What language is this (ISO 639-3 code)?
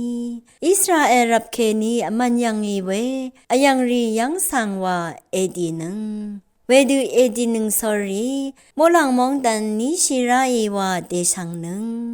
raw